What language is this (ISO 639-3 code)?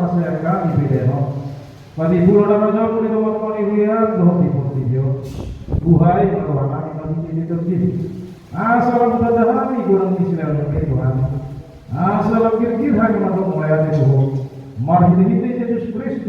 bbc